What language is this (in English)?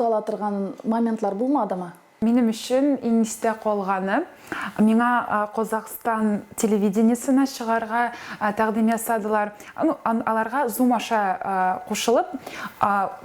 Tatar